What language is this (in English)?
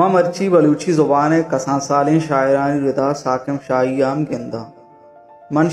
Baluchi